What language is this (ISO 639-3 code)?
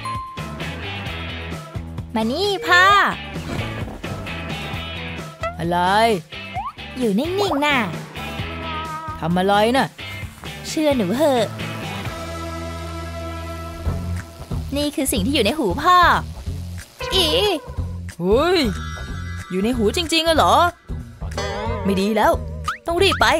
tha